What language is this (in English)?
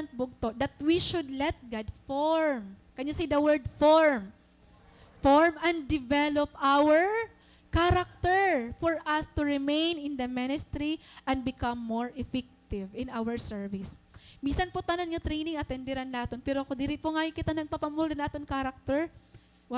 Waray